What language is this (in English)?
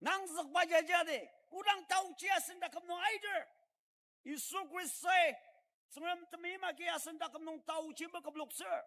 Ao Naga